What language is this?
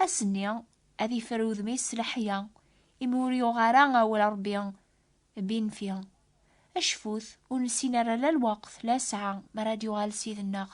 Kabyle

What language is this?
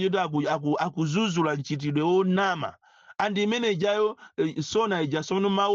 Nyanja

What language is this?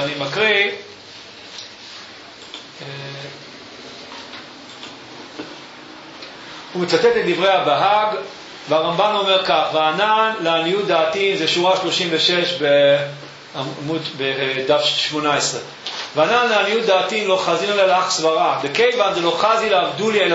Hebrew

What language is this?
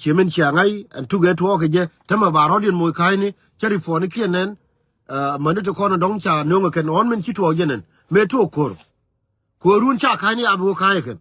Nuer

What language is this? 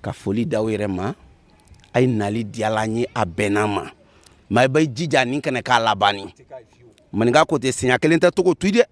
Bambara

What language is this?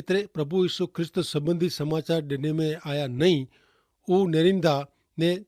Kachhi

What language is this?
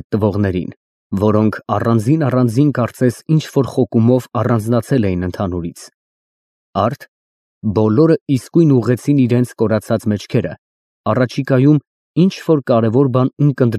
Armenian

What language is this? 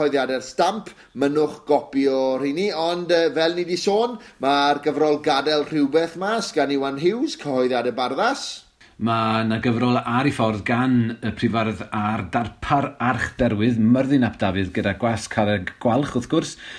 Welsh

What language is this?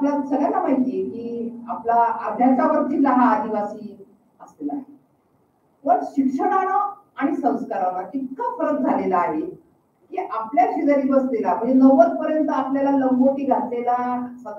Marathi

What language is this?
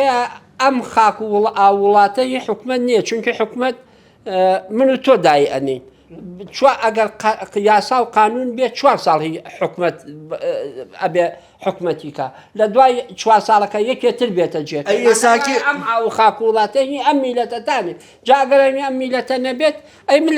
Central Kurdish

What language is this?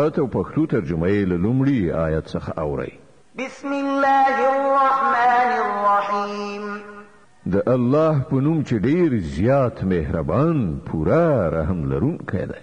Pashto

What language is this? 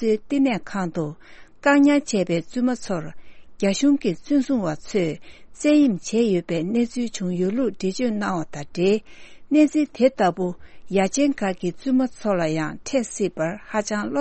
Tibetan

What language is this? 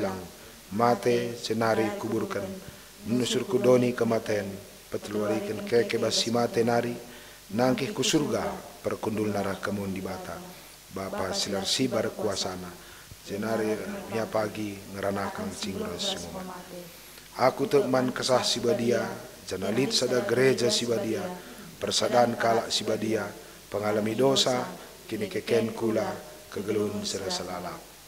Batak Karo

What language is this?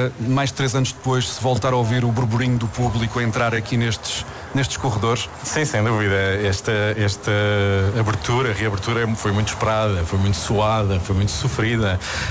Portuguese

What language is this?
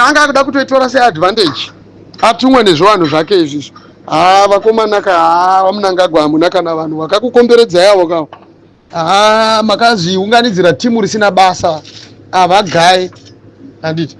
Shona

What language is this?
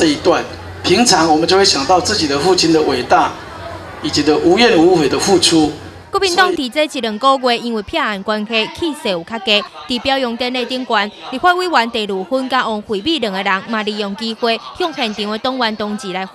Min Nan Chinese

